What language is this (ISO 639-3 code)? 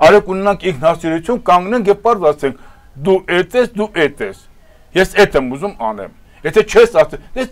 hye